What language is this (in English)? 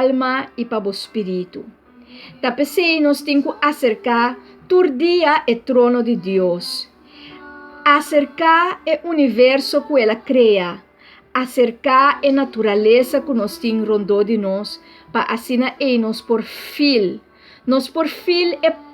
Papiamento